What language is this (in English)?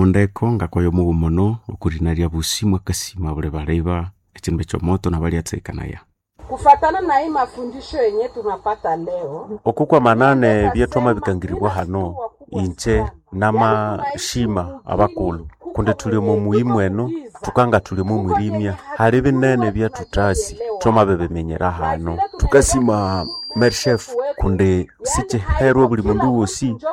Nande